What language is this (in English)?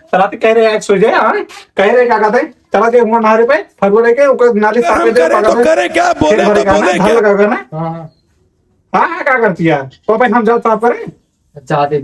Awadhi